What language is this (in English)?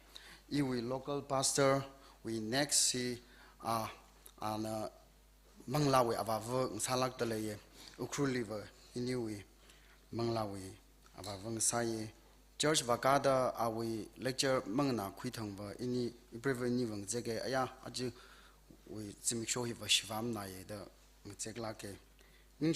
Tangkhul Naga (India)